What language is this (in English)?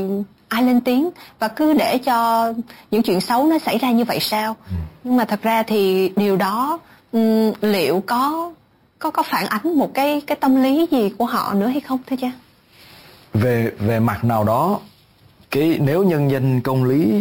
Vietnamese